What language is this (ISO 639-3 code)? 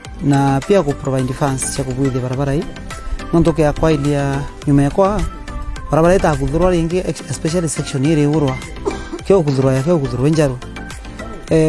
mer